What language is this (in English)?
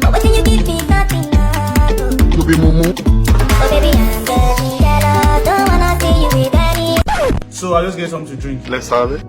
Nigerian Pidgin